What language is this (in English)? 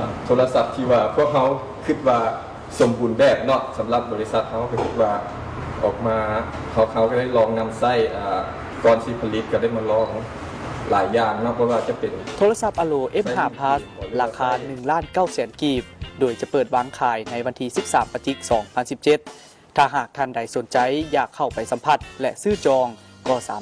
Lao